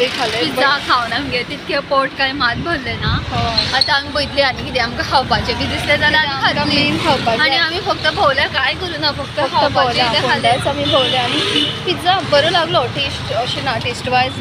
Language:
Konkani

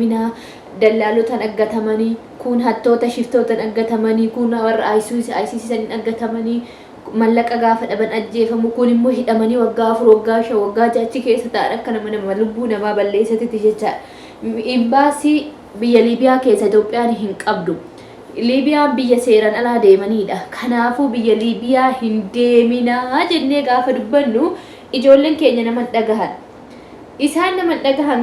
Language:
Oromo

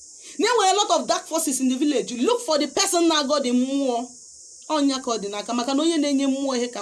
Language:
Igbo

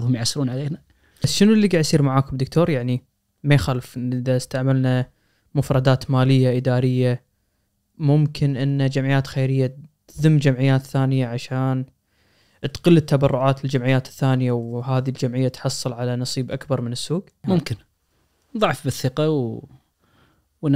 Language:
Najdi Arabic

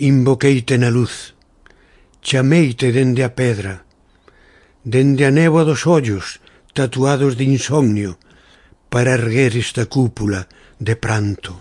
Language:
Galician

